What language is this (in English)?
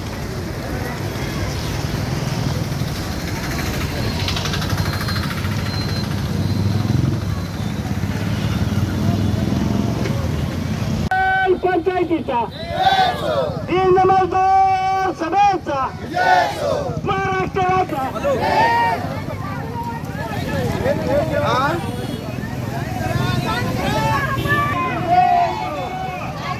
Marathi